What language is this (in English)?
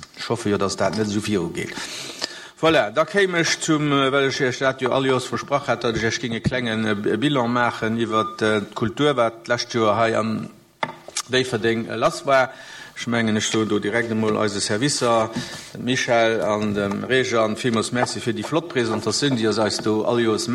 Luxembourgish